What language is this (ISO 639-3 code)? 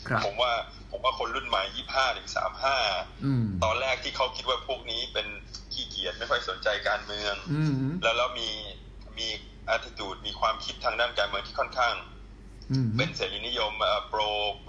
tha